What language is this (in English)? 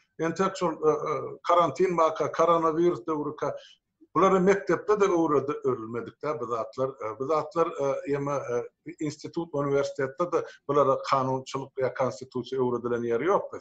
Turkmen